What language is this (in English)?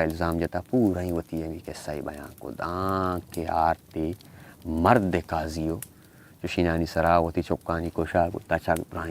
Baluchi